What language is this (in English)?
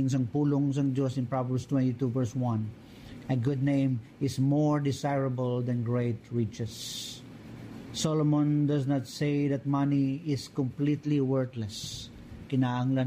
Hiligaynon